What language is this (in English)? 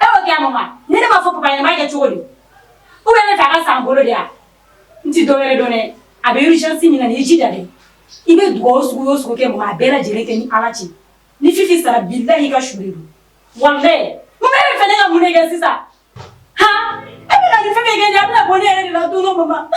Bambara